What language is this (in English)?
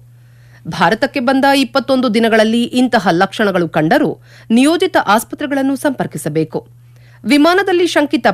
Kannada